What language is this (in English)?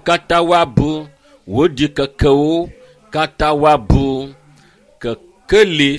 Ewe